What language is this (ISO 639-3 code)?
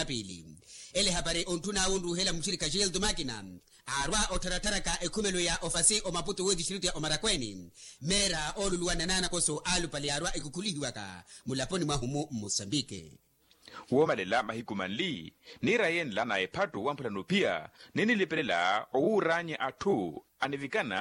vmw